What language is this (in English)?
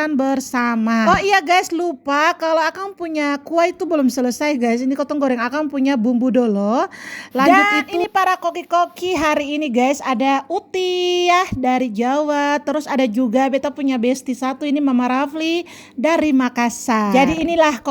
Ambonese Malay